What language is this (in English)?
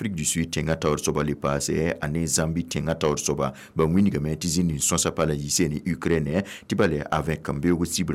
Mossi